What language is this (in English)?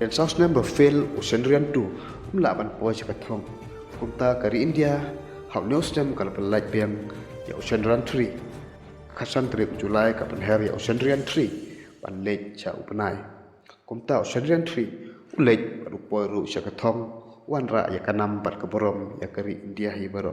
Khasi